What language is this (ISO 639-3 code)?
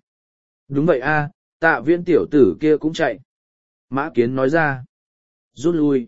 vie